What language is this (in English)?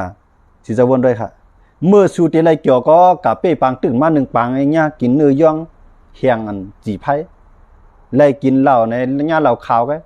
Shan